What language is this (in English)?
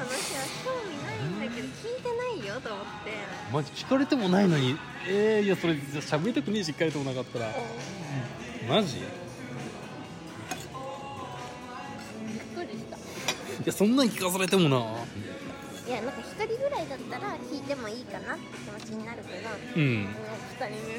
Japanese